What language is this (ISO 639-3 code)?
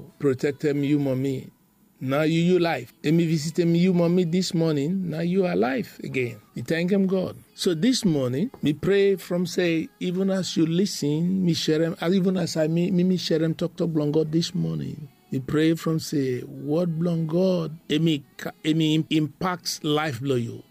bis